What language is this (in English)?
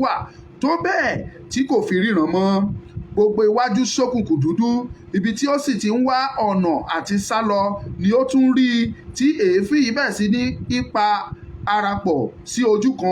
Yoruba